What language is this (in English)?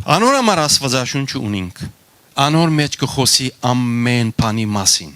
Western Armenian